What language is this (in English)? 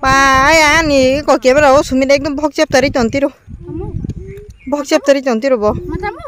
Kok Borok